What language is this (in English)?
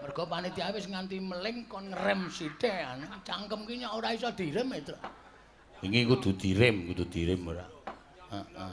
Javanese